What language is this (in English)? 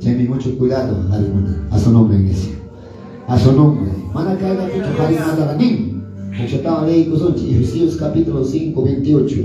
Quechua